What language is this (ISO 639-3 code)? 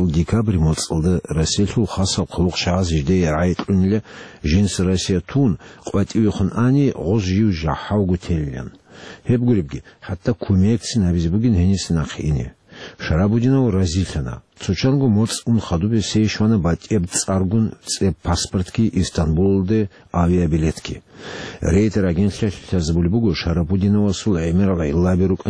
ava